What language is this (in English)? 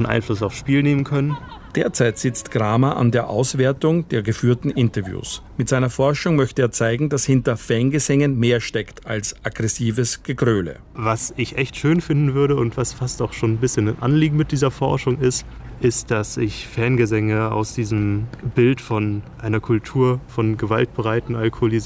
German